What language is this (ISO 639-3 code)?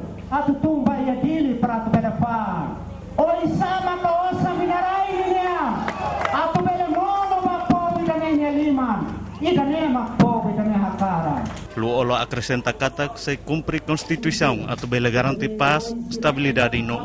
tet